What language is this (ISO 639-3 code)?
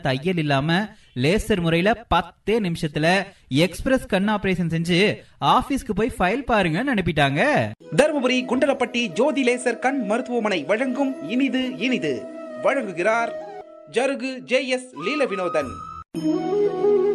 tam